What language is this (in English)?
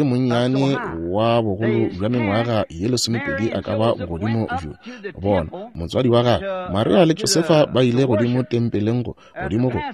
Northern Sotho